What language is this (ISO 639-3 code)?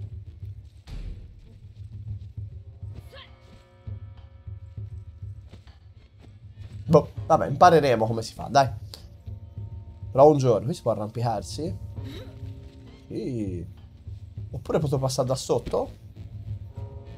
ita